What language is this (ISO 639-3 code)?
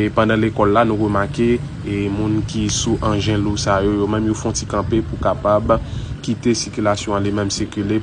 hat